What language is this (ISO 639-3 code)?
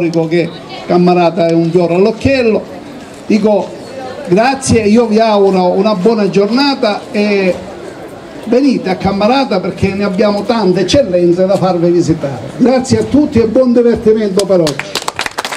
ita